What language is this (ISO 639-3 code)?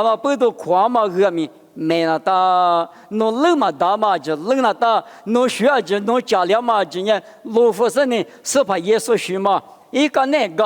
lis